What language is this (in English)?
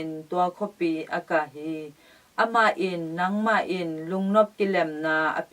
Tedim Chin